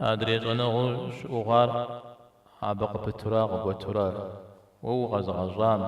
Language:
Kabardian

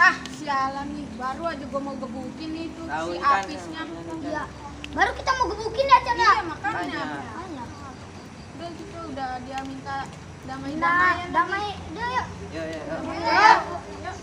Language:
Betawi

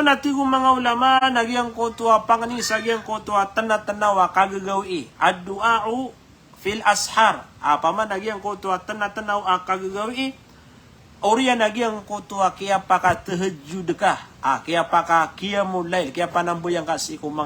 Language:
Maranao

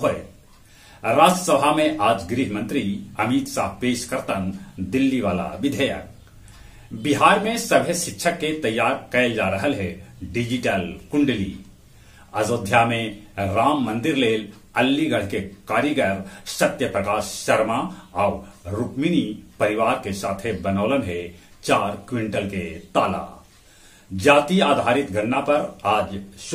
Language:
Magahi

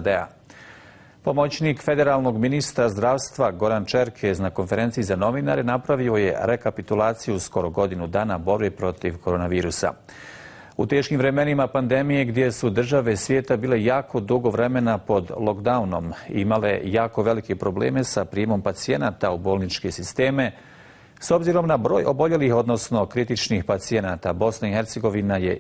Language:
Bosnian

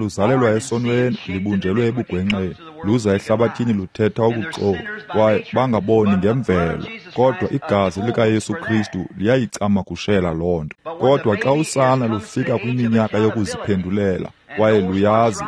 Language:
Xhosa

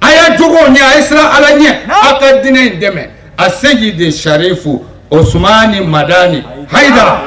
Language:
Bambara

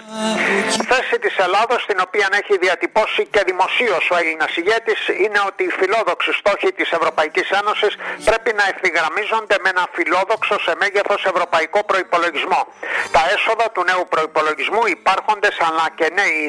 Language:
Greek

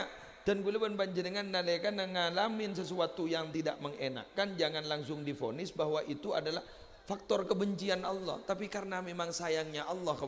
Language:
Madurese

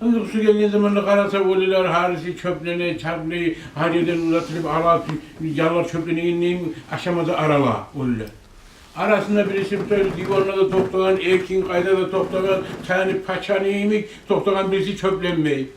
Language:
Kumyk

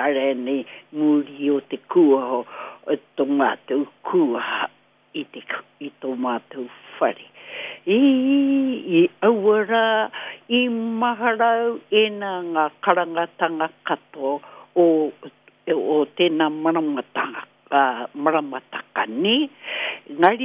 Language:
Māori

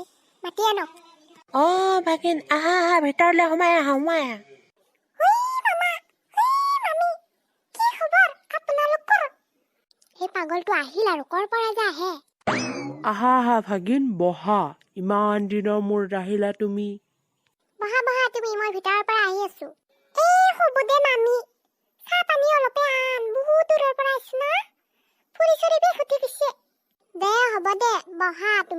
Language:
Assamese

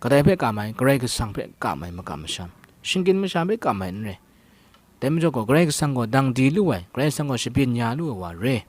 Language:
Kachin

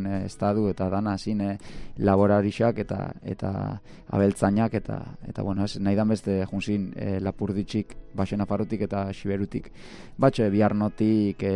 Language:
Basque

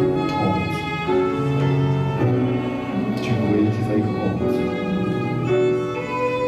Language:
Polish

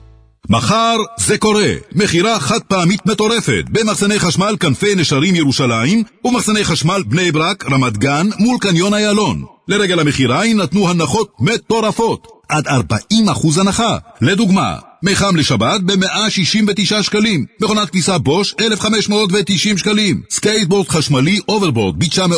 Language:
Hebrew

